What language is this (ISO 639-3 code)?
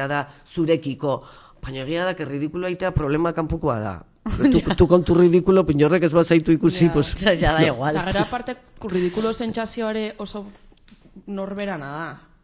eus